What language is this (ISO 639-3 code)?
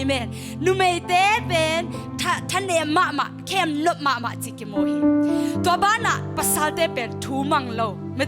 ctd